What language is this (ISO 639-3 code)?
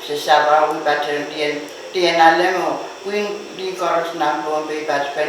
pon